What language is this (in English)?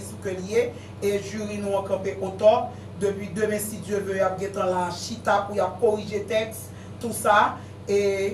Haitian Creole